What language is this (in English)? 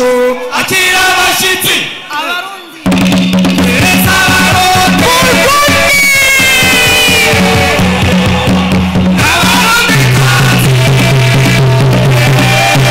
Kinyarwanda